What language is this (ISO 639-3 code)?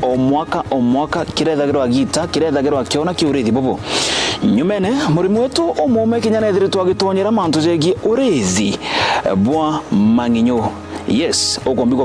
mer